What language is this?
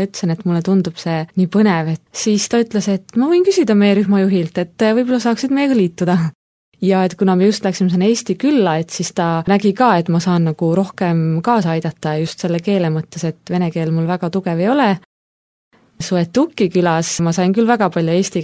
Estonian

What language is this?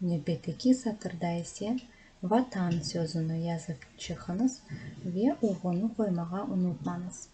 Crimean Tatar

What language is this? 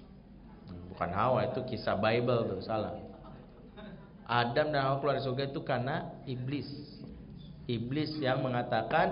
Indonesian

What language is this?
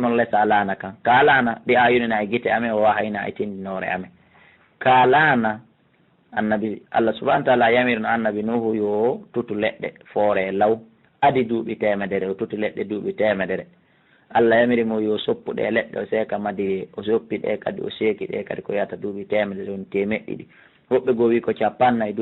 Fula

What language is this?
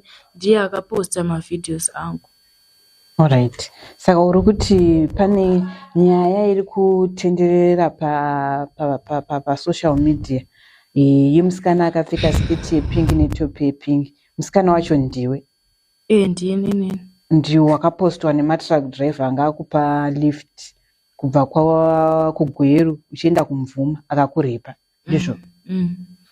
Shona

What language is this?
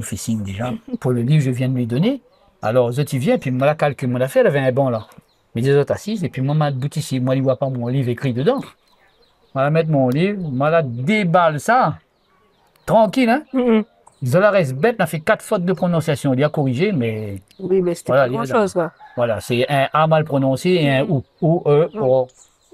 Réunion Creole French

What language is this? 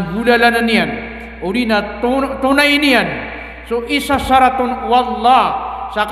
Maranao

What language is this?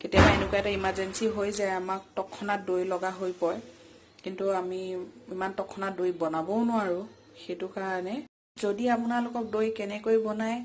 Assamese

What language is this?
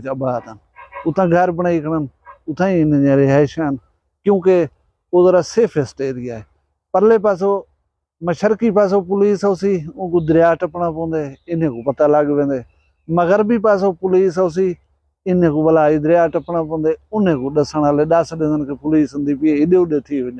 Saraiki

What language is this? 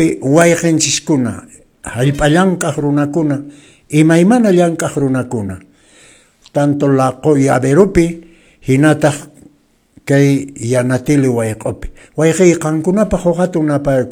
Quechua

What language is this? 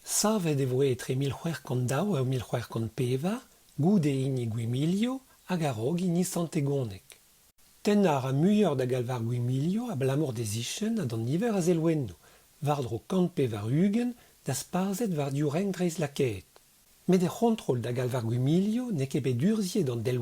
Breton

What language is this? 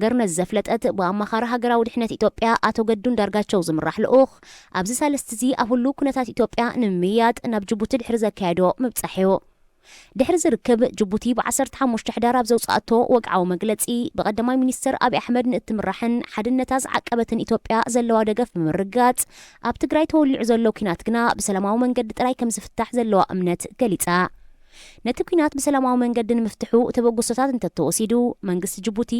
Tigrinya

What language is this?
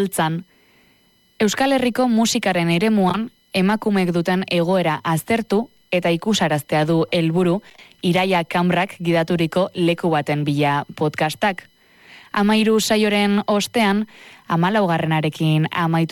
Basque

